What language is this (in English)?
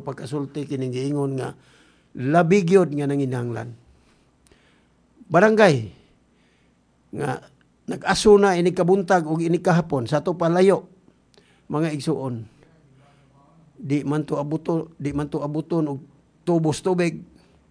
Cebuano